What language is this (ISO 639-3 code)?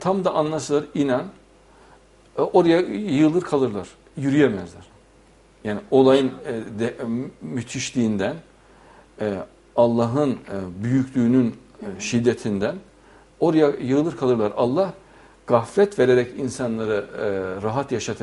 tur